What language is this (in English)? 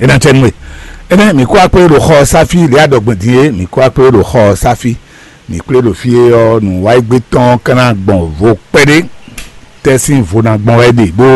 Fon